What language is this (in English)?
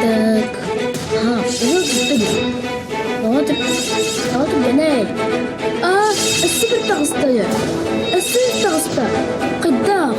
Yakut